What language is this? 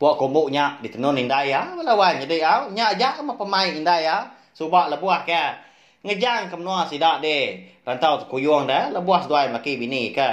Iban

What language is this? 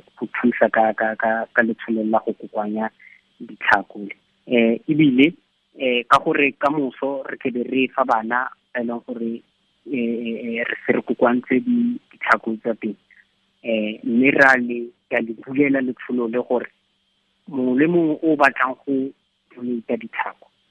Tswana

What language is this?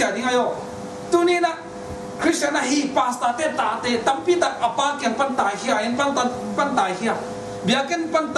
Tedim Chin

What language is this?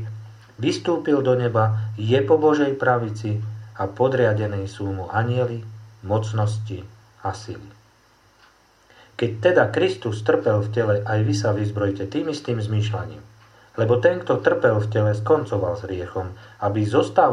Slovak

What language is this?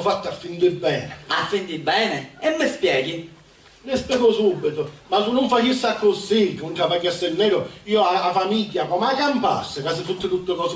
Sicilian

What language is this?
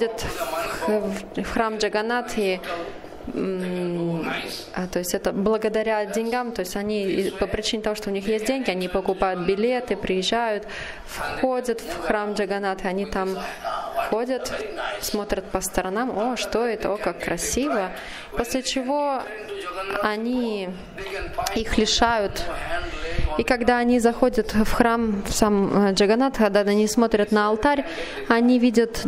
Russian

